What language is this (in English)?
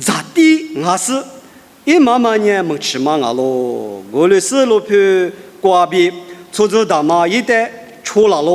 Lisu